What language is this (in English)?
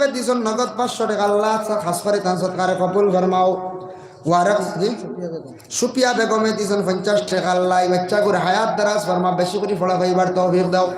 Sylheti